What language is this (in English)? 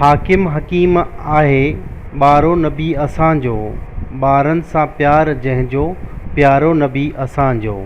Sindhi